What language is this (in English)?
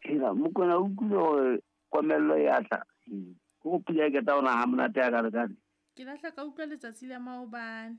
Southern Sotho